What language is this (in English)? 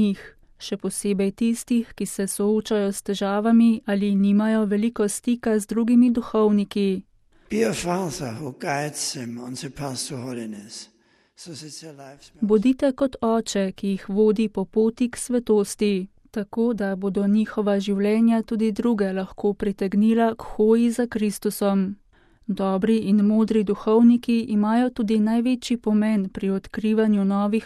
Slovenian